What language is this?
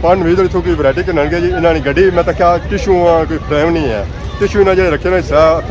Pahari-Potwari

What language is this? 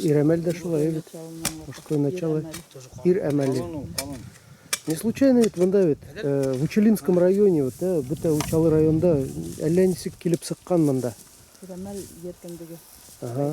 Bashkir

